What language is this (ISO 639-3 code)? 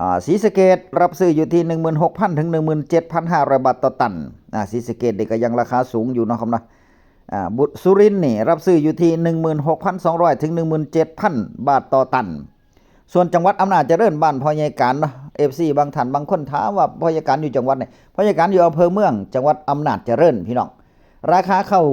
tts